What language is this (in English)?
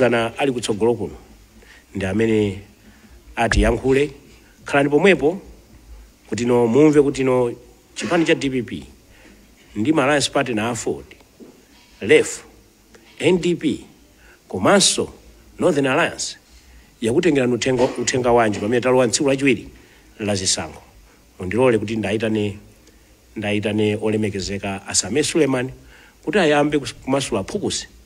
Nyanja